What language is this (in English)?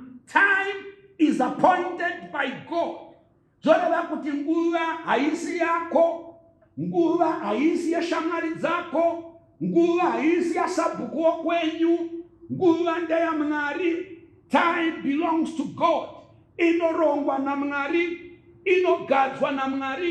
Shona